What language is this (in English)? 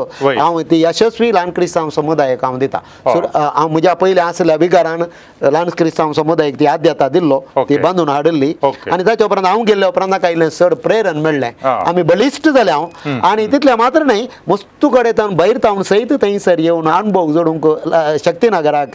Konkani